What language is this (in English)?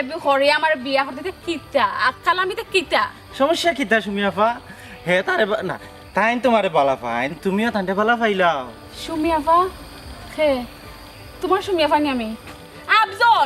Sylheti